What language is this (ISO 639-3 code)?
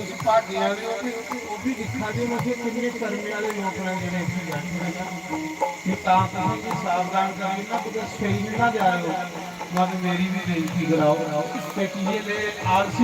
doi